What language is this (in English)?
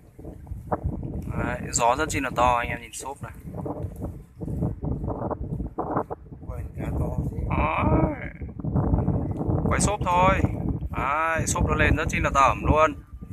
Vietnamese